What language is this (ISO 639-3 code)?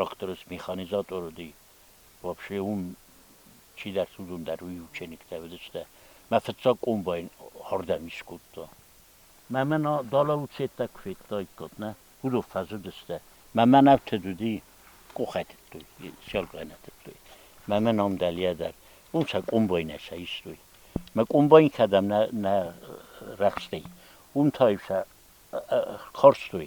oss